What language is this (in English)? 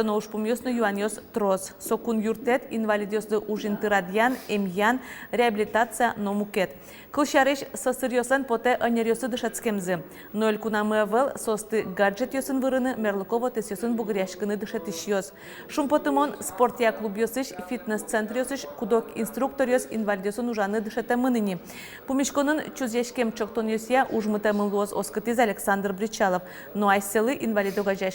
Udmurt